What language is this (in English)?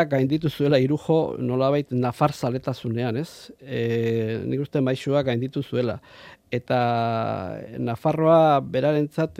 Basque